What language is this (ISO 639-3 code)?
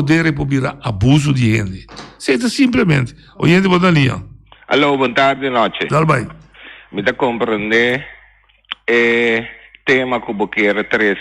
pap